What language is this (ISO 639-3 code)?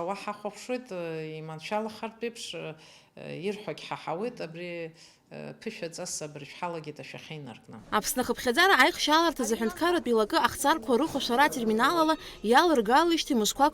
abk